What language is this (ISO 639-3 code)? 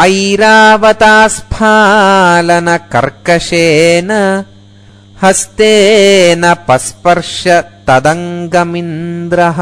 san